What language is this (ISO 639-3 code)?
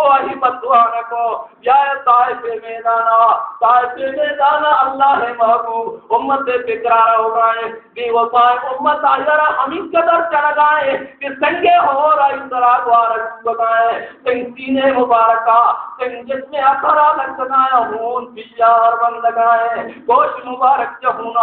bal